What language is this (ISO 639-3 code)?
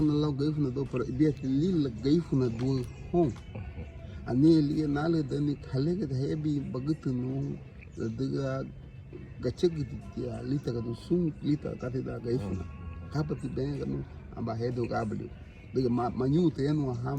cab